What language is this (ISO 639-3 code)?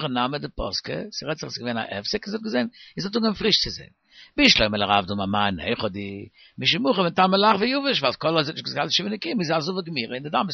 yid